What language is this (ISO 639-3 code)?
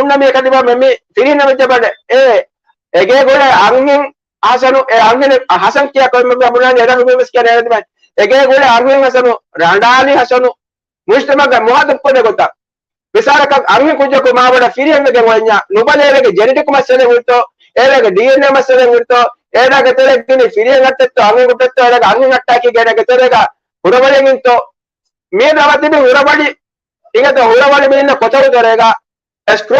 div